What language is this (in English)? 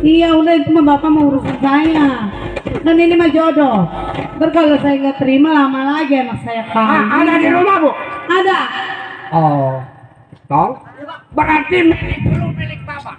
Betawi